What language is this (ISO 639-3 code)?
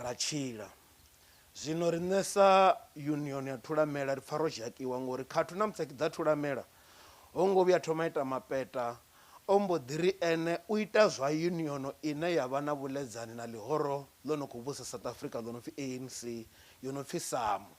ven